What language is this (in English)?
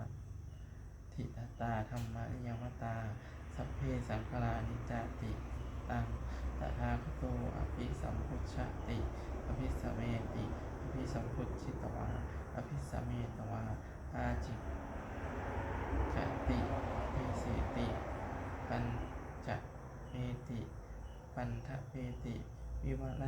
Pali